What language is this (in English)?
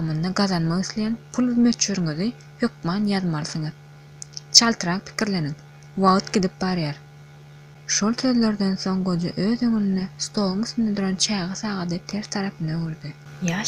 Turkmen